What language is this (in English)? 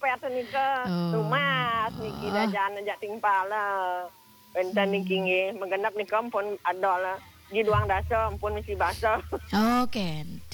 Balinese